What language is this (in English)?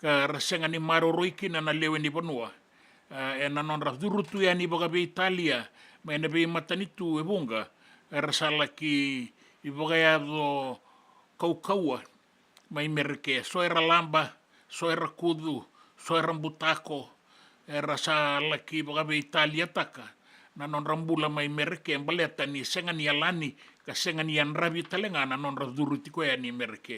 Fijian